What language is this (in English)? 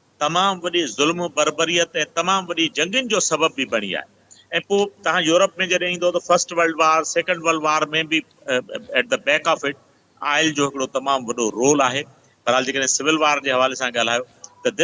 Sindhi